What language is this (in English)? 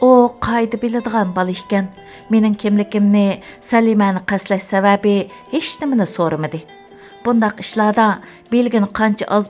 Uyghur